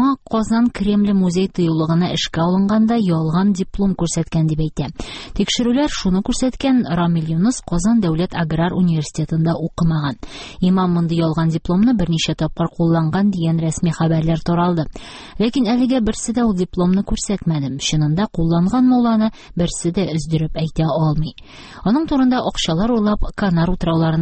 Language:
Tatar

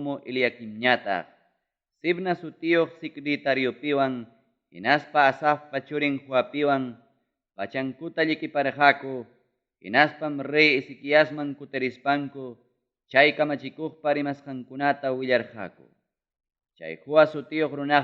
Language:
Ayacucho Quechua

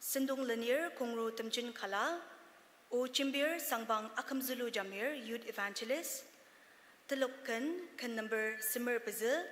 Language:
Ao Naga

